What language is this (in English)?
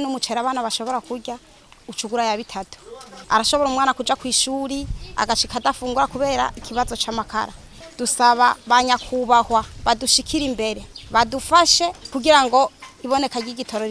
Rundi